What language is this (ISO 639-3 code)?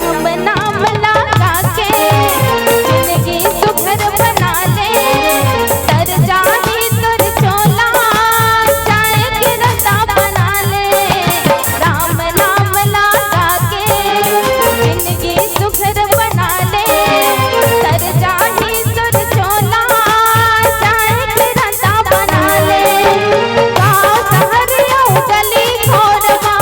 hne